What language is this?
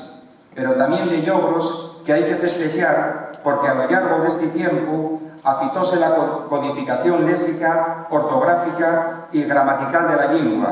Asturian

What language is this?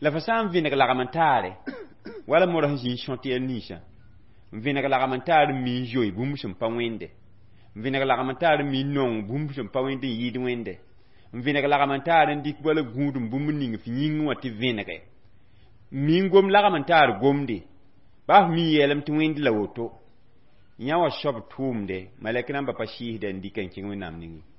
Mossi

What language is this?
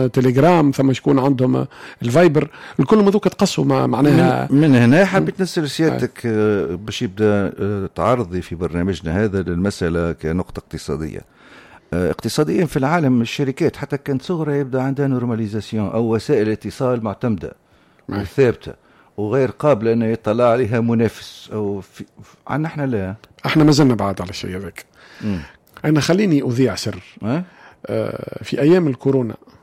Tunisian Arabic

